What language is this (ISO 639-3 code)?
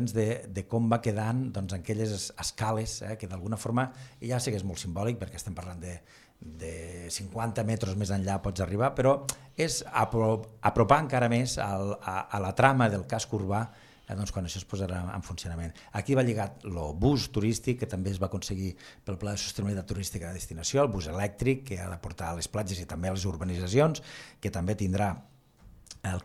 cat